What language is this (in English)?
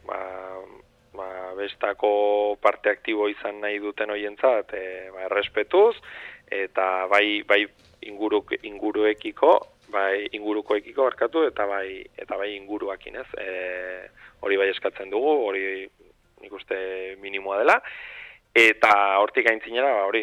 Basque